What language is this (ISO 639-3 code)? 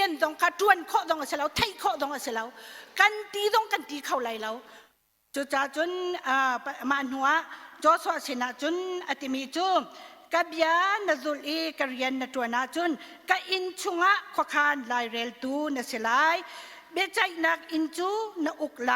cnh